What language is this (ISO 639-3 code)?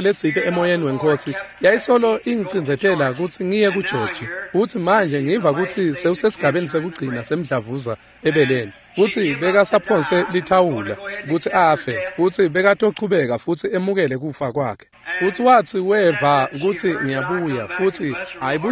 ssw